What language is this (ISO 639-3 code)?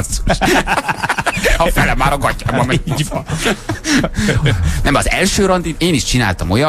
hun